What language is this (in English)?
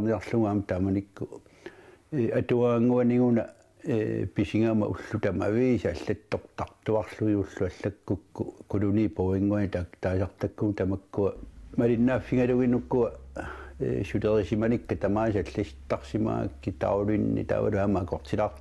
Kalaallisut